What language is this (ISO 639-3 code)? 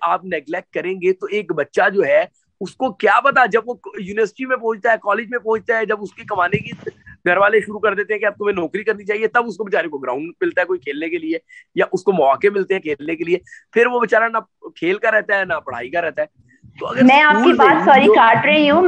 hin